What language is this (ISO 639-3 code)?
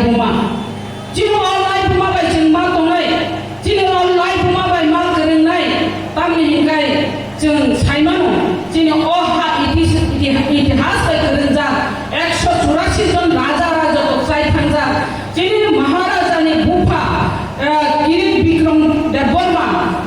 trp